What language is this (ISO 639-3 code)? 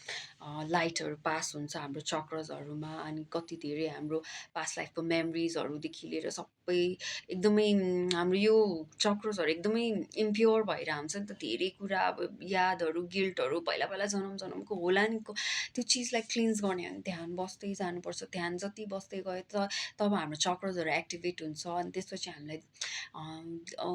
nep